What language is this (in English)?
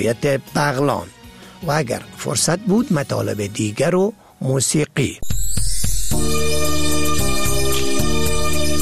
Persian